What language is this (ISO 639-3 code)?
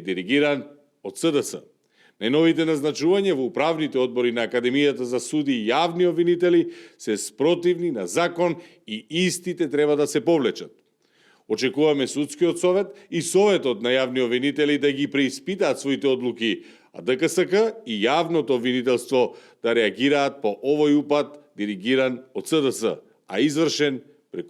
mkd